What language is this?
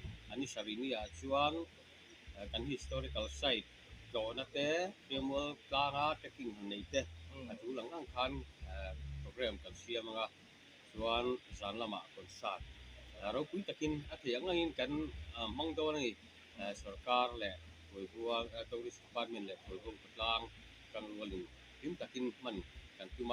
Mizo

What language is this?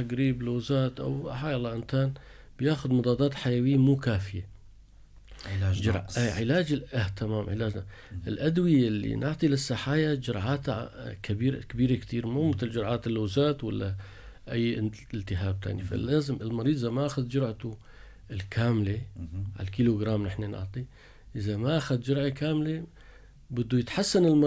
North Levantine Arabic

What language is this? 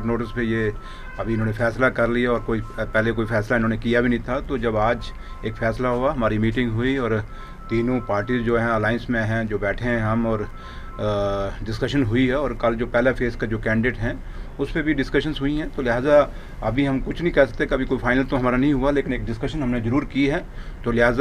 Hindi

